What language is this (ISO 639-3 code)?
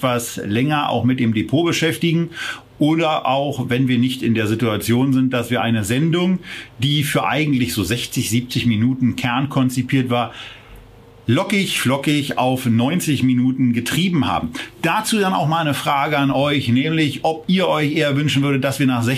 deu